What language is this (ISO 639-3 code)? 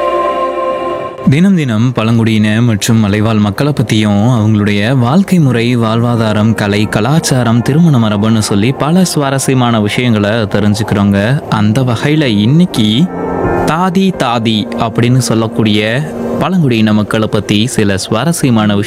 tam